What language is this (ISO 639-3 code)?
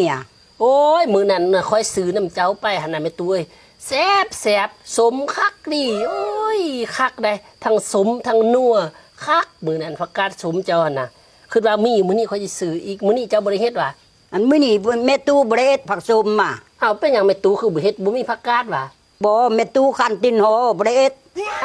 lao